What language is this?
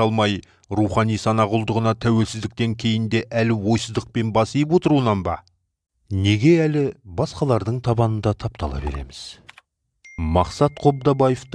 Kazakh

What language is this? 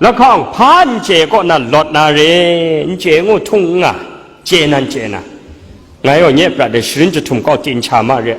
Kachin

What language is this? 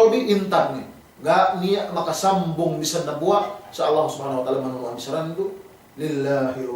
Yakan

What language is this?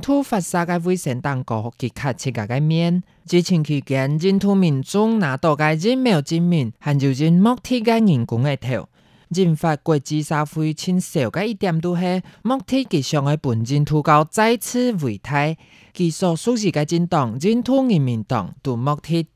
Hakka Chinese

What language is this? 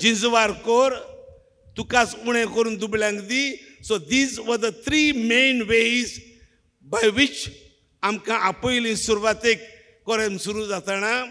Konkani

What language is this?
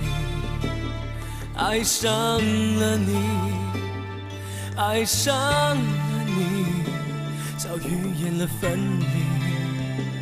Chinese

